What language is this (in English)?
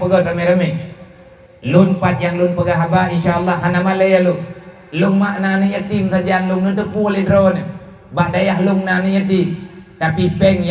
Achinese